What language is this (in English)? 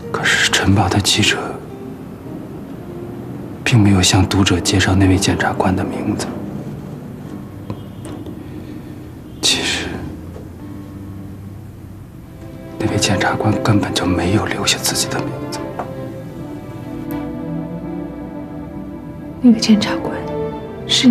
Chinese